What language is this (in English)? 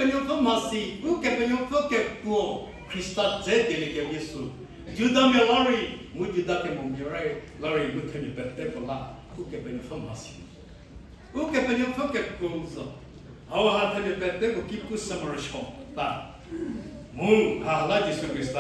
Angami Naga